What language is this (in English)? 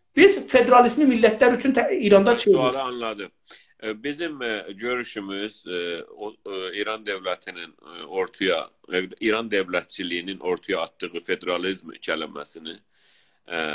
South Azerbaijani